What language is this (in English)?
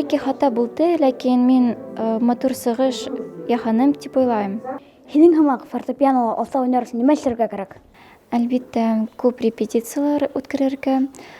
Bashkir